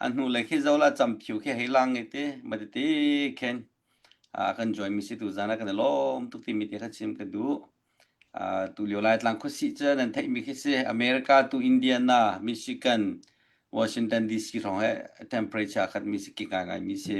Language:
Hakha Chin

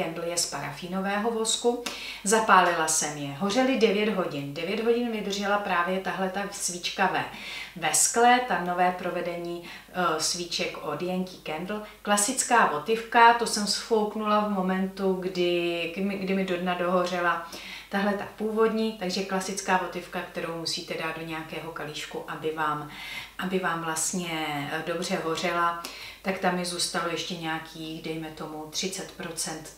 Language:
Czech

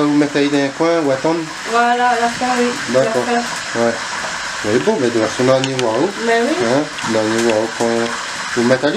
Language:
Réunion Creole French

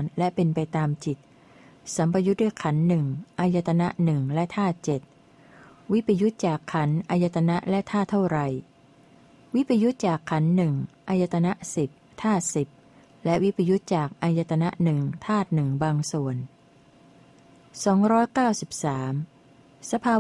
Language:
Thai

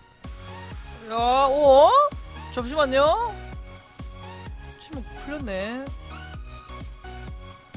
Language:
Korean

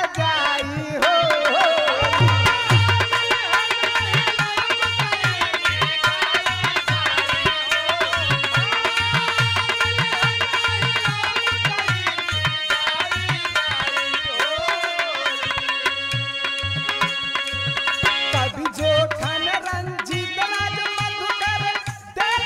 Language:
Bhojpuri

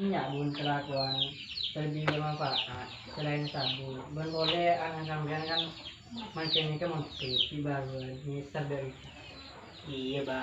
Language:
Madurese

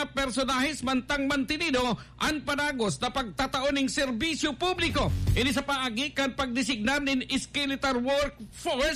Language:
Bikol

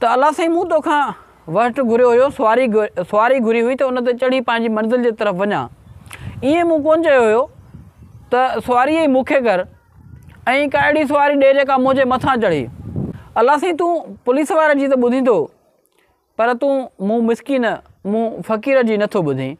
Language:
Sindhi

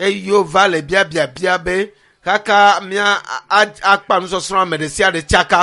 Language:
Ewe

